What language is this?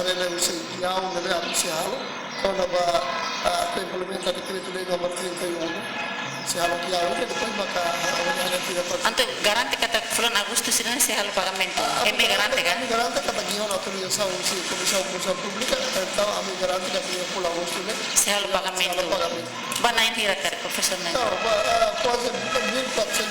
Tetum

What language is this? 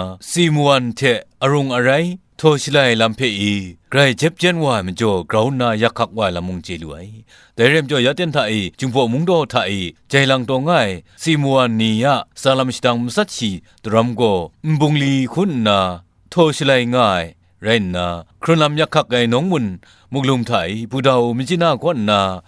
Kachin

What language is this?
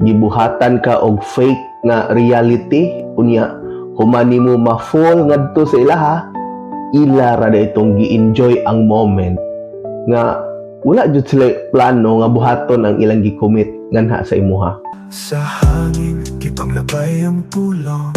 Cebuano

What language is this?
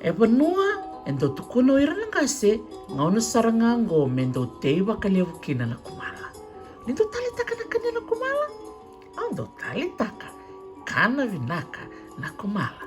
Fijian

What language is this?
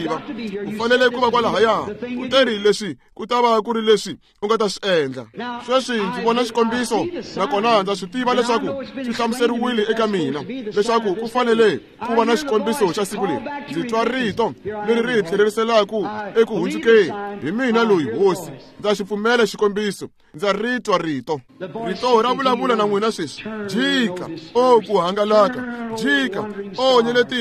Tsonga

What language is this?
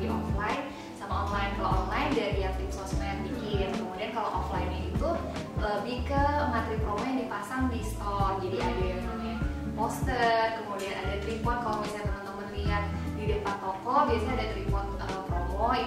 Indonesian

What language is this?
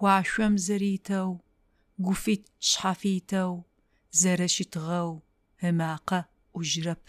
Adyghe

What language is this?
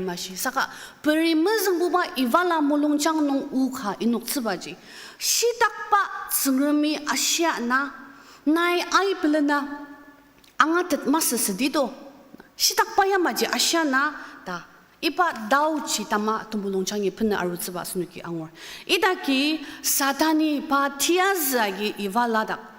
Ao Naga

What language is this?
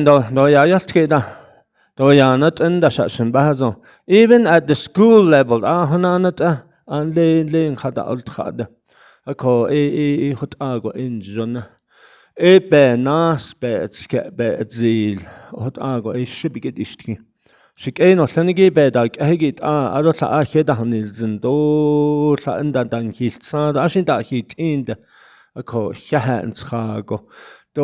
Navajo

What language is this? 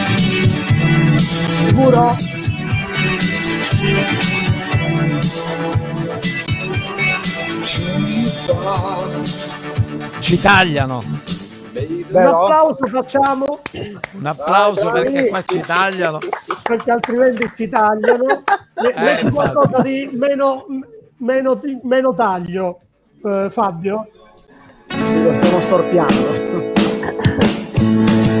Italian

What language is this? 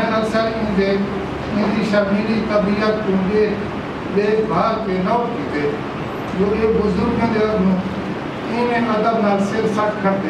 Saraiki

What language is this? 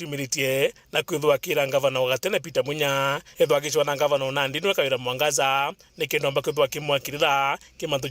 Meru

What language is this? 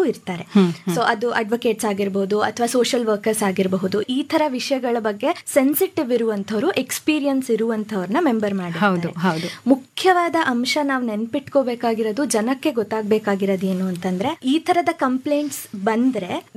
Kannada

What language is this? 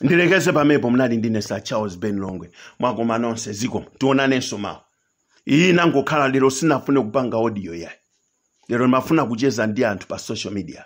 Nyanja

